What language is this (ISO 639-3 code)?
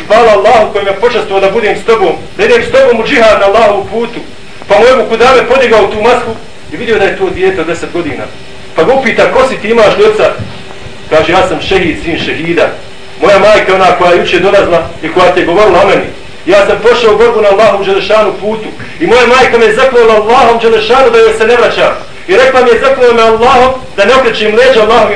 bos